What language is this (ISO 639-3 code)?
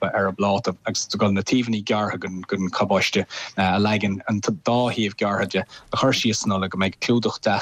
gle